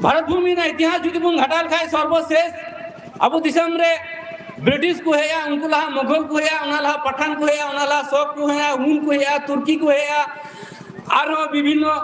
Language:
Santali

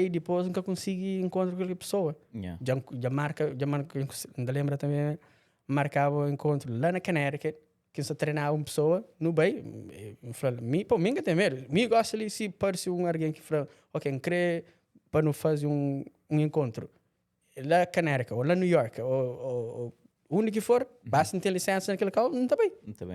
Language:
Kabuverdianu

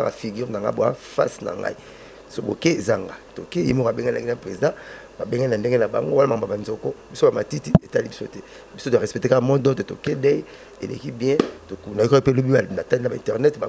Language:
Lingala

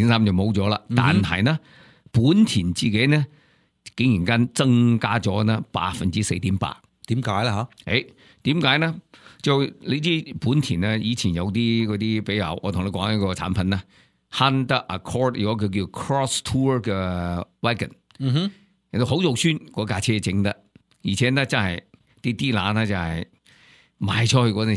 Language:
Cantonese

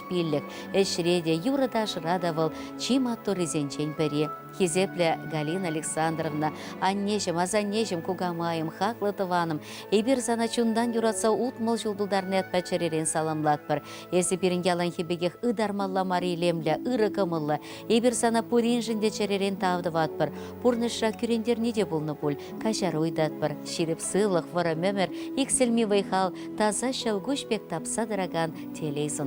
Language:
Chuvash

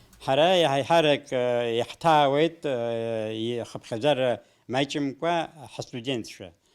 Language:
Abkhazian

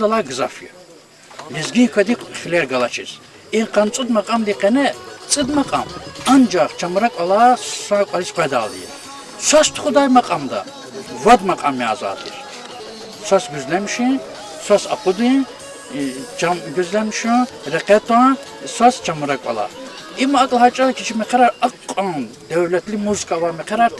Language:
Lezghian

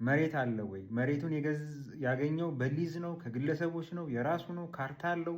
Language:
Amharic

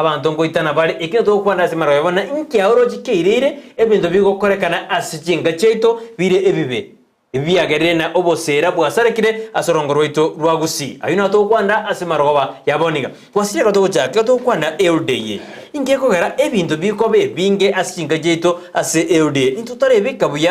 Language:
Gusii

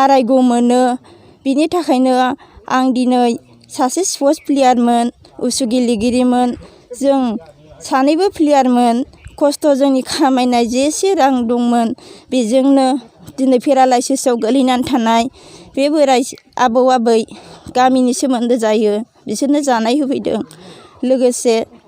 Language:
Bodo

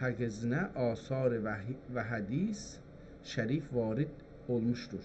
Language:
South Azerbaijani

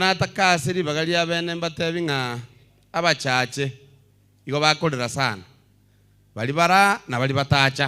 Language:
Gusii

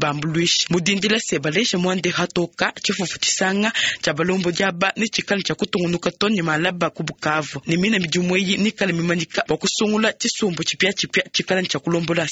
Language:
Luba-Lulua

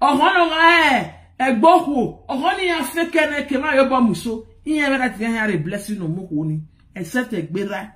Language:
Nigerian Pidgin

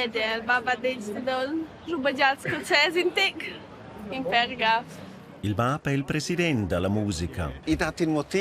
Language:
Romansh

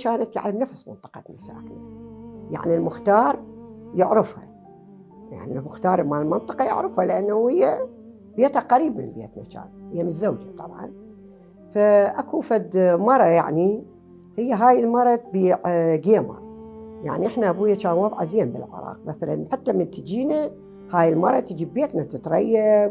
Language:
Mesopotamian Arabic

